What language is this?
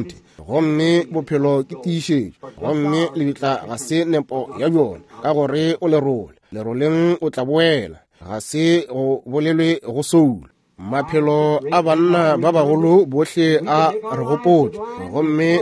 Northern Sotho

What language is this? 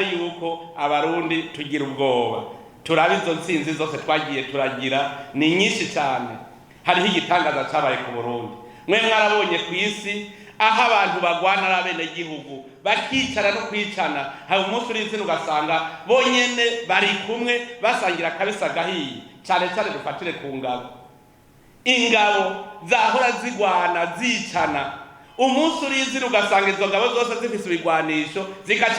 Rundi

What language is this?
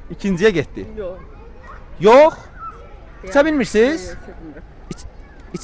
Azerbaijani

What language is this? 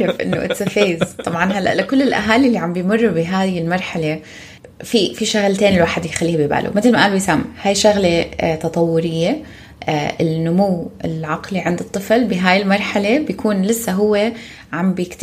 North Levantine Arabic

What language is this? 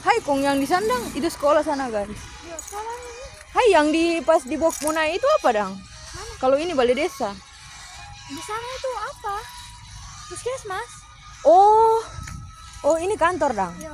Manado Malay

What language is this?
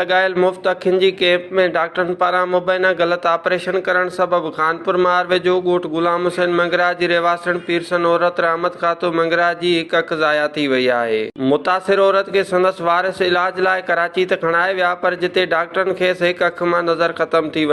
Sindhi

